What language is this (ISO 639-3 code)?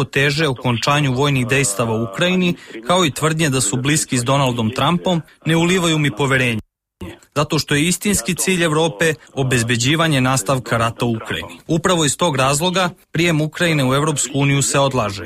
srp